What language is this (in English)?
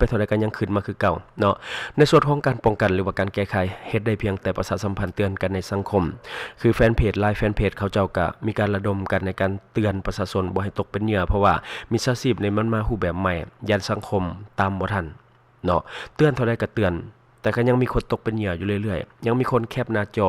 Lao